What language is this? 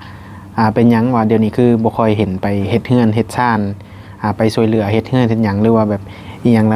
Northeastern Thai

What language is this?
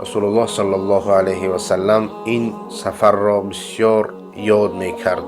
Persian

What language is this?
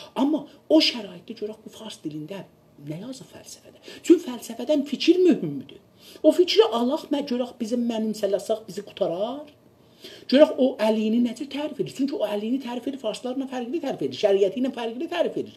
South Azerbaijani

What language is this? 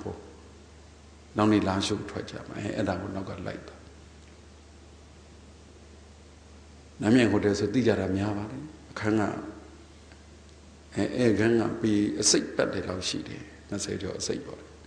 Burmese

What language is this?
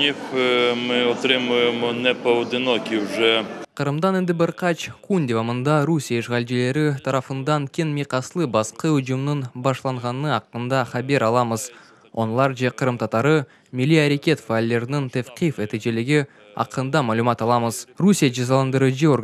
Crimean Tatar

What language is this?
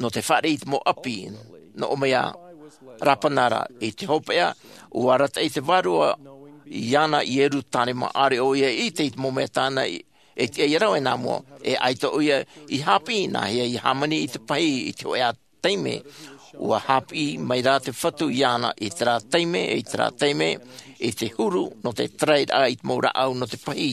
Tahitian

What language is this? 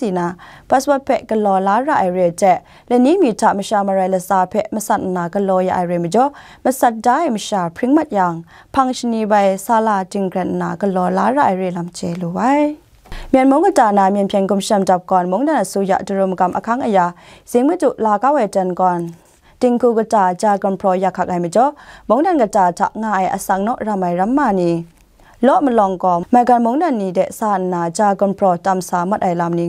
Kachin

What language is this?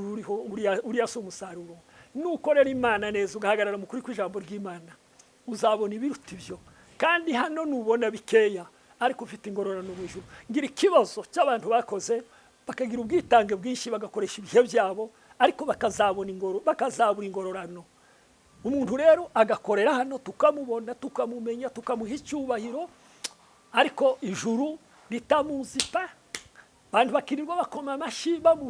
Kinyarwanda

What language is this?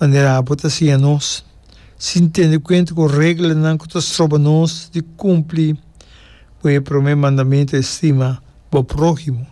Papiamento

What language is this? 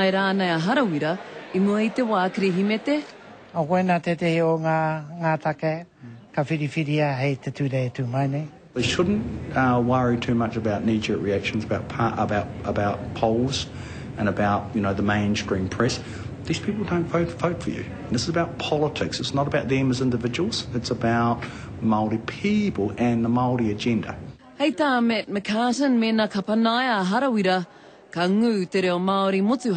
Māori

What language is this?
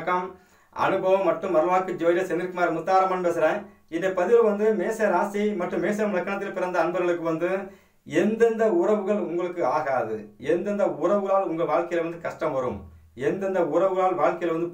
Tamil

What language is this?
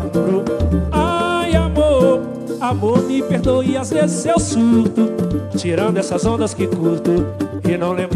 Portuguese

